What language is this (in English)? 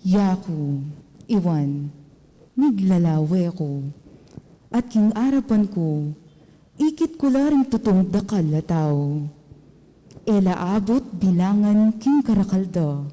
Pampanga